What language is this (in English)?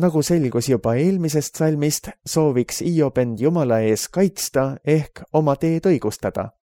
Estonian